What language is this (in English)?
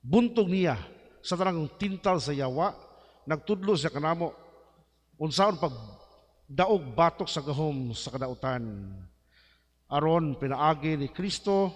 Cebuano